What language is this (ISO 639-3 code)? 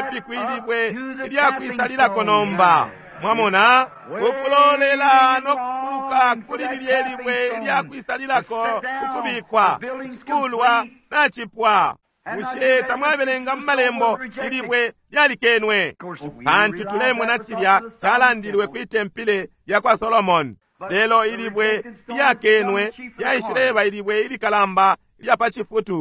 bem